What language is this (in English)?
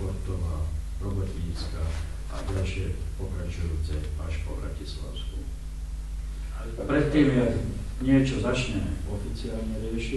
Slovak